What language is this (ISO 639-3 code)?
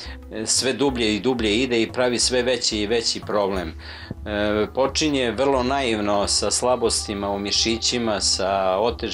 srp